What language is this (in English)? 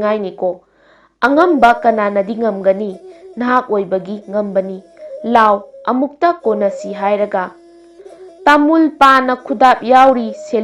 Manipuri